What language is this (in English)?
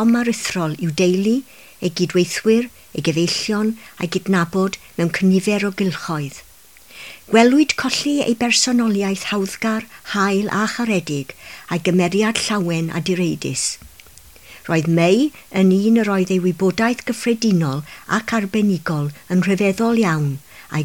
Welsh